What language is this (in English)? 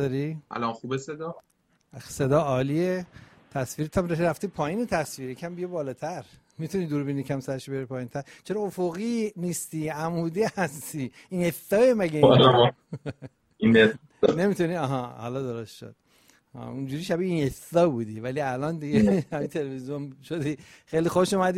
Persian